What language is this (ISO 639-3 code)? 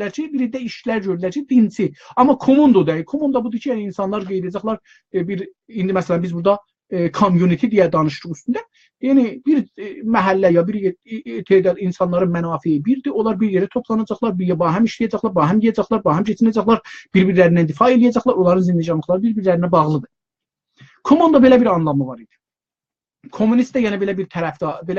azb